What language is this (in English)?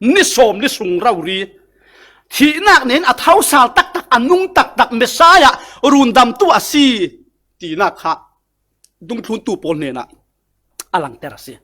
Falam Chin